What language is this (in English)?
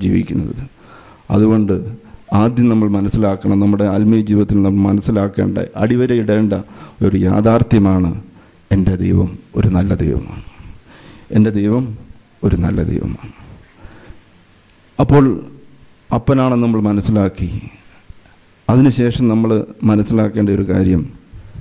Malayalam